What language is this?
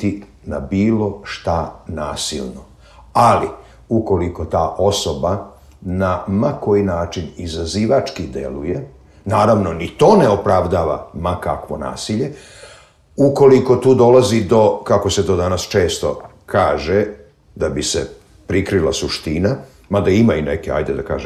Serbian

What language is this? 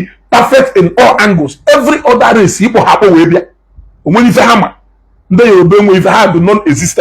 Igbo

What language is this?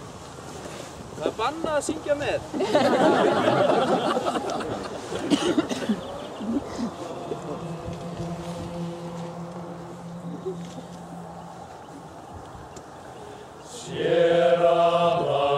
Icelandic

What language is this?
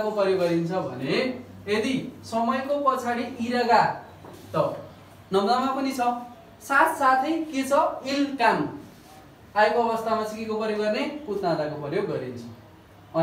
Nepali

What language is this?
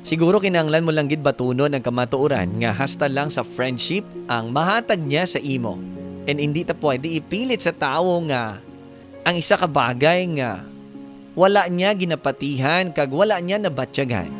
Hiligaynon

